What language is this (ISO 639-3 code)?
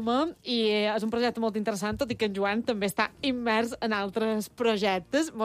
cat